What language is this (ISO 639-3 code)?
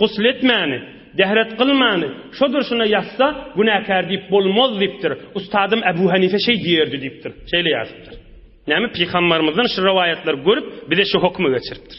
tuk